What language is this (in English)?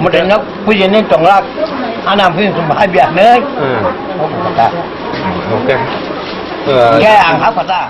Kok Borok